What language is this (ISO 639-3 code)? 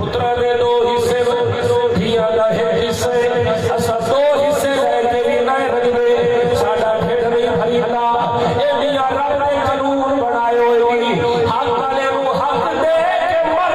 skr